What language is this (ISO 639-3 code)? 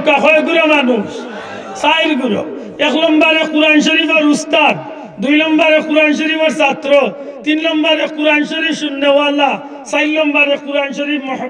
syl